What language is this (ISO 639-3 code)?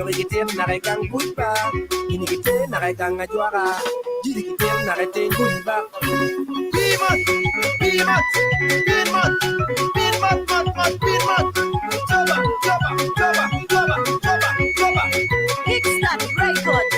ach